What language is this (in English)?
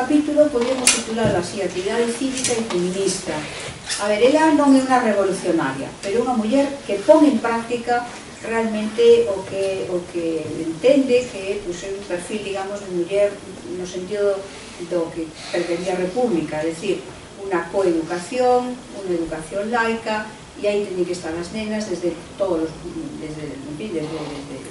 Galician